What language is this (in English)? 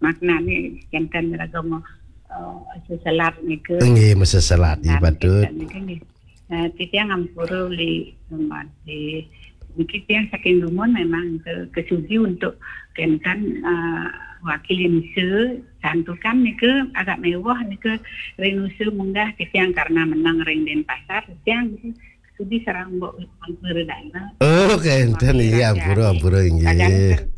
Balinese